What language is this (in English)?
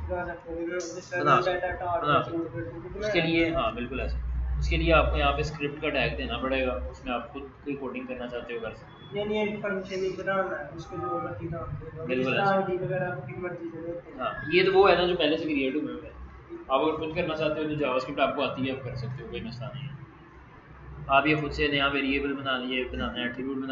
Hindi